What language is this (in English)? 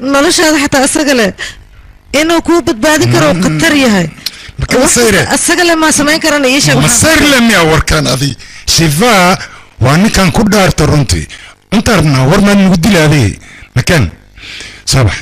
Somali